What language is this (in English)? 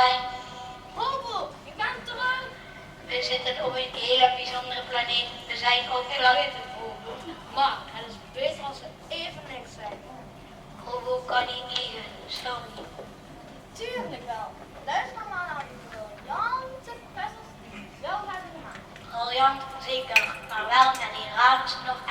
Limburgish